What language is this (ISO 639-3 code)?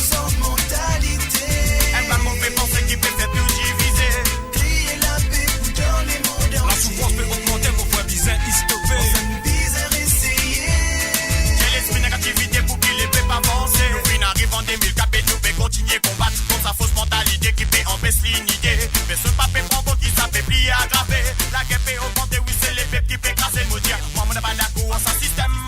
mfe